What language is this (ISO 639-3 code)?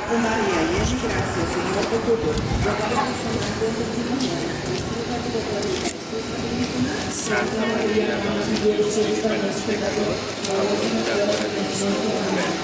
pap